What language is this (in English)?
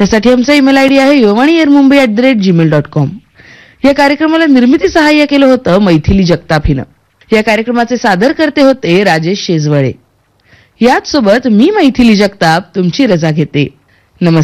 Marathi